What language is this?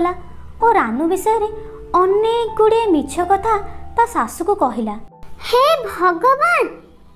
Odia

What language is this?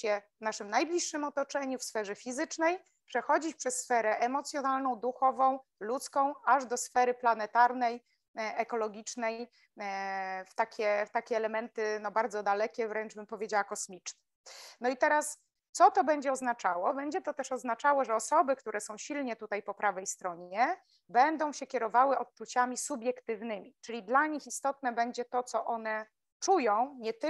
Polish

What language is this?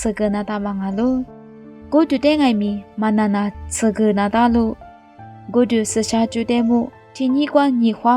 Lisu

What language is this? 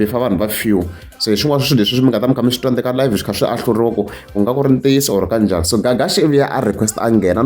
Tsonga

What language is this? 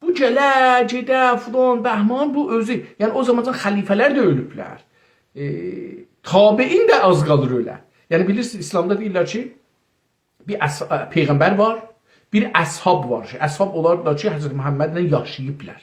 South Azerbaijani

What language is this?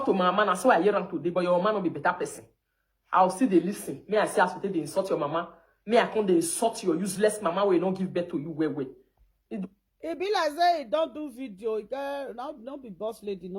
Nigerian Pidgin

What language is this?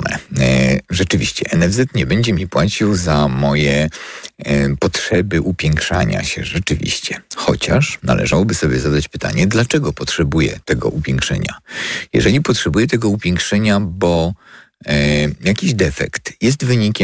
Polish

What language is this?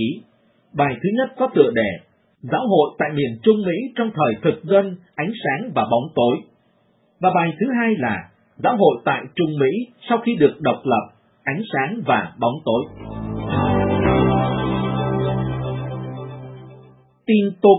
Vietnamese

